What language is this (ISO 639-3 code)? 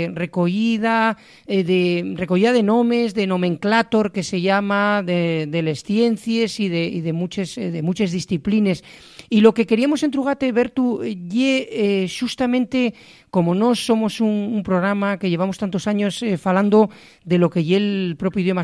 ast